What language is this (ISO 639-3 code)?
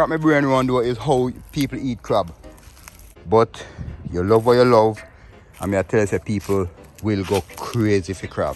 jam